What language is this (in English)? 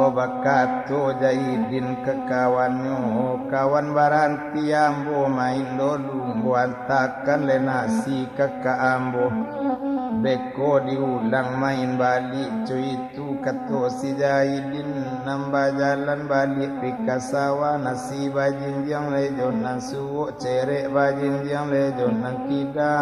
Minangkabau